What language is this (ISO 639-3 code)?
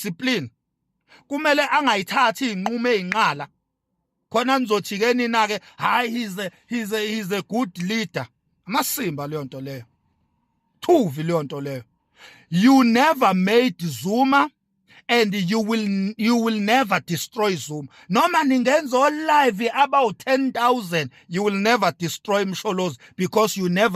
zul